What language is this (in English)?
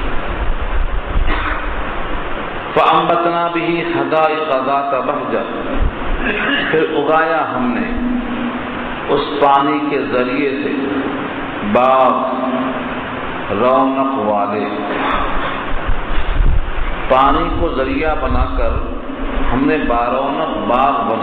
Urdu